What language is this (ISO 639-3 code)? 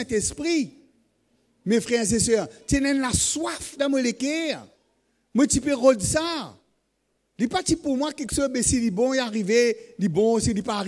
mfe